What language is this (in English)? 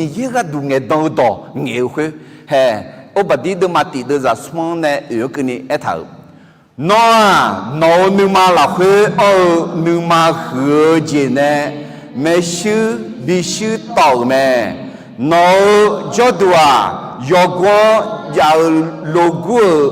Akha